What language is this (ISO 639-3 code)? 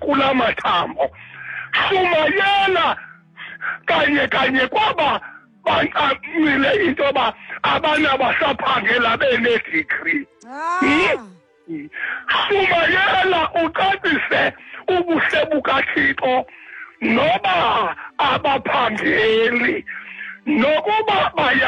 xho